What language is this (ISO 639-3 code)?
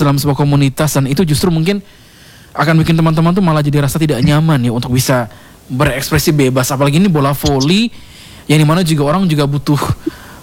ind